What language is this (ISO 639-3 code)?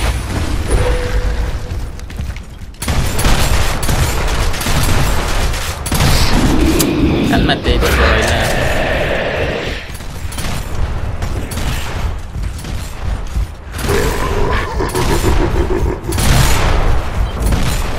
spa